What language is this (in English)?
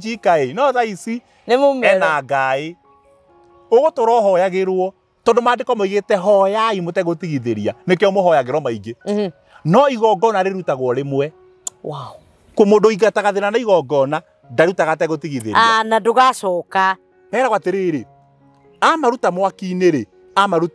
Kikuyu